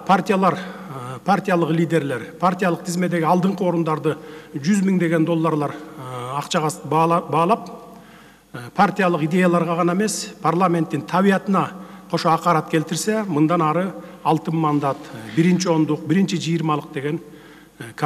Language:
Kyrgyz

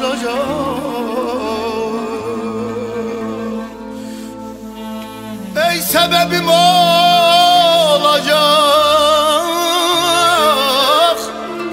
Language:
Turkish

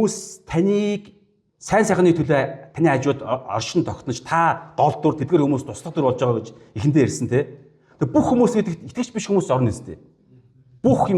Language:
Mongolian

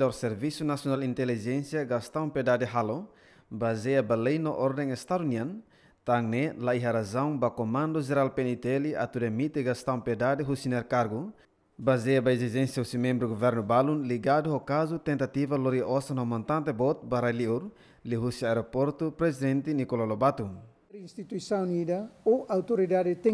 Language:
Tetum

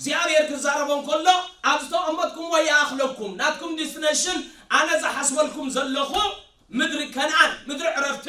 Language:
Tigrinya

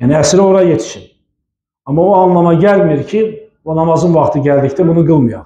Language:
Azerbaijani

